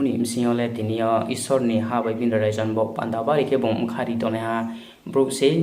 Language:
Riang (India)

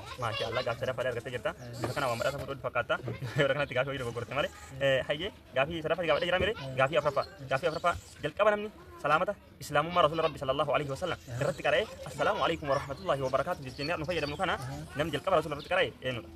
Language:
Oromo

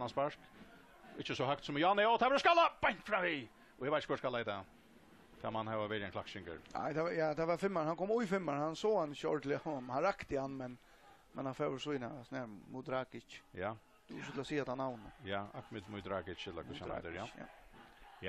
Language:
Faroese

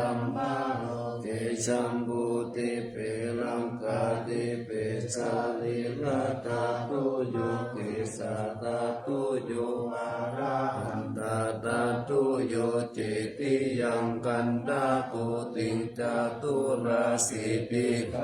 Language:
Pali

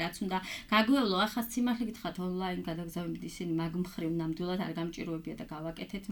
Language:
Georgian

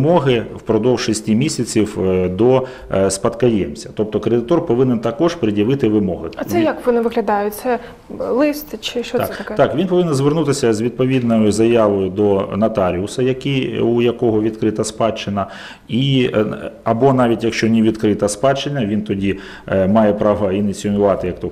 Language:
Ukrainian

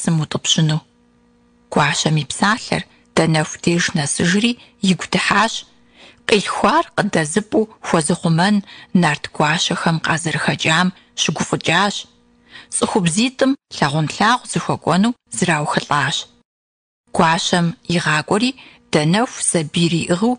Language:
Kabardian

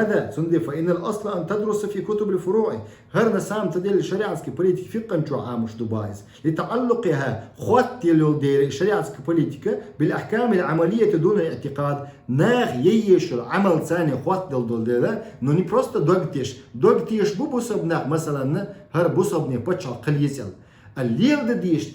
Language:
Chechen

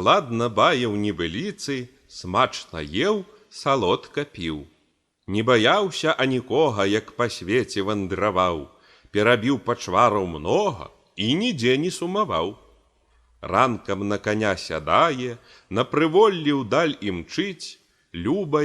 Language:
Belarusian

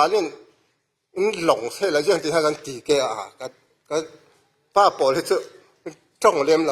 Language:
Falam Chin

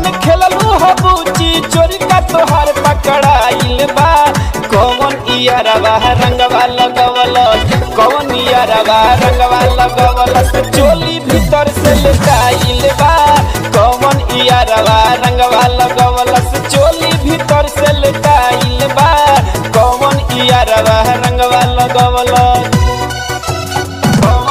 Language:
Bhojpuri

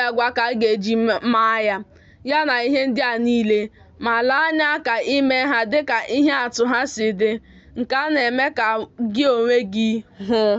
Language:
Igbo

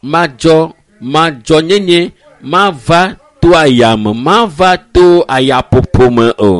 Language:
Ewe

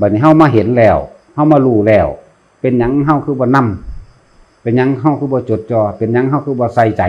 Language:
Northeastern Thai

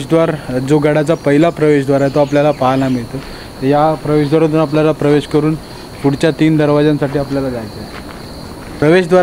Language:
Marathi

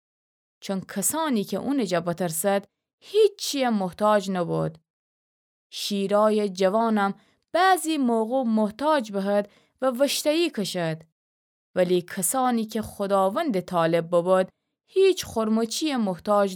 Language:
Gilaki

